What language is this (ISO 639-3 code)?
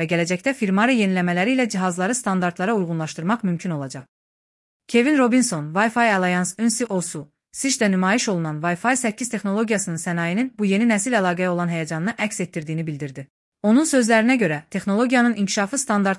aze